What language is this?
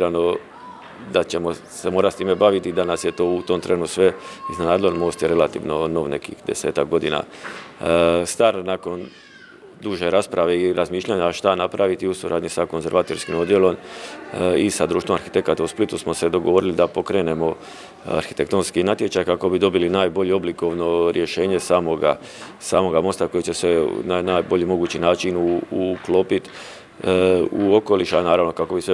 Croatian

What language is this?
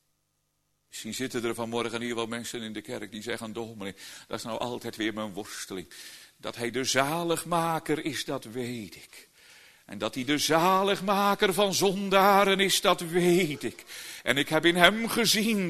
Dutch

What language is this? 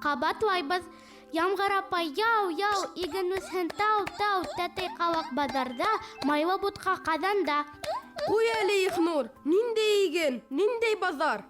Bashkir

